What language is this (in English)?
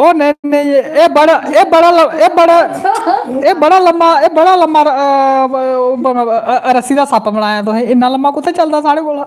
Dogri